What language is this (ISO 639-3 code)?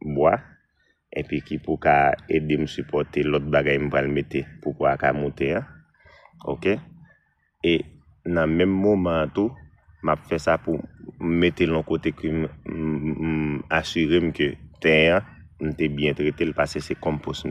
hat